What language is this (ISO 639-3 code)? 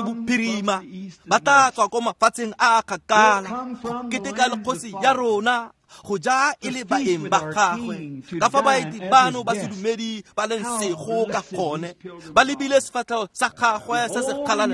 tsn